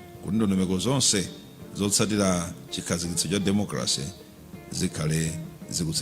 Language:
Nyanja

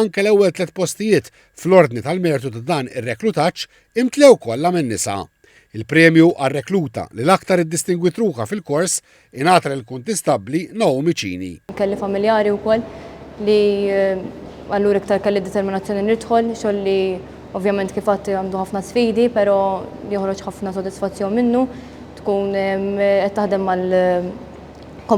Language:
Maltese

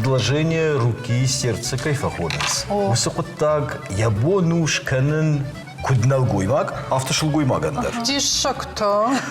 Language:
Ossetic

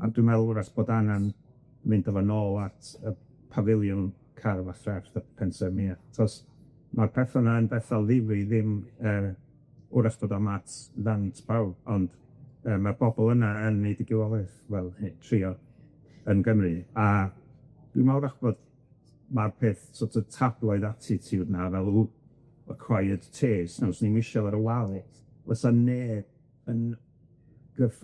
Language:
Welsh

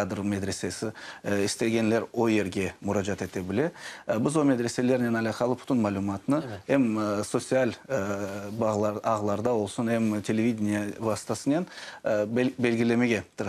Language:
Crimean Tatar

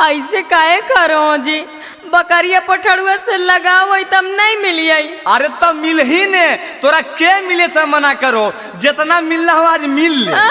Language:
Magahi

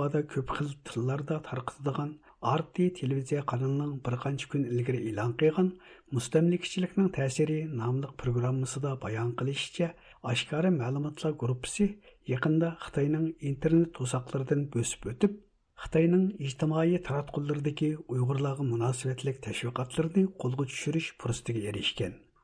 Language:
Uyghur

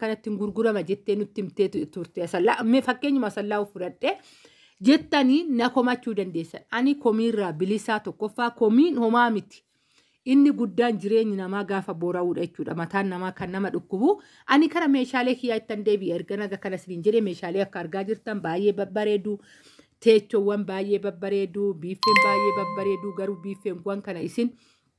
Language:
Oromo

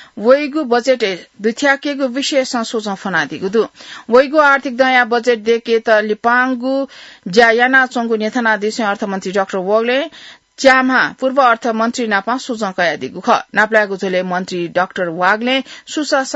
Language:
Newari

